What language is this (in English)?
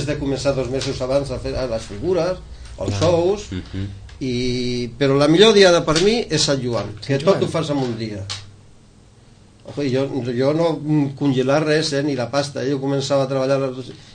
Catalan